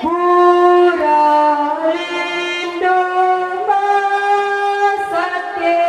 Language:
Toraja-Sa'dan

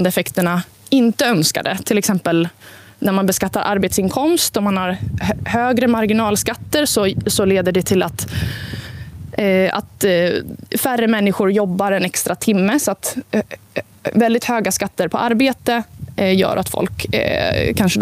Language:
Swedish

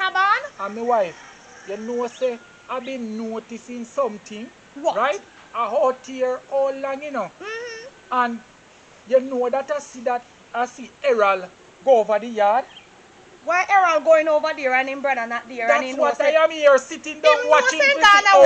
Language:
Jamaican Creole English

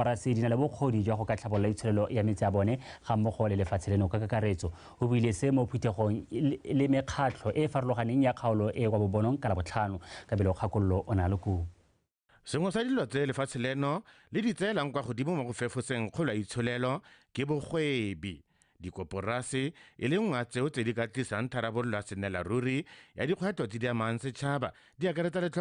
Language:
Tswana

